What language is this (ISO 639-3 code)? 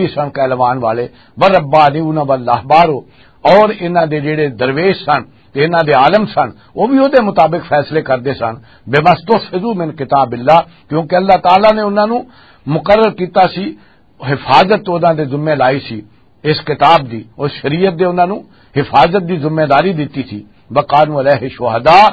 lah